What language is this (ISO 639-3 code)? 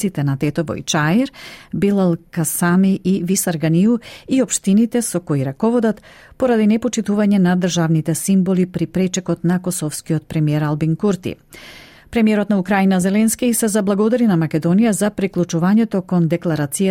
mkd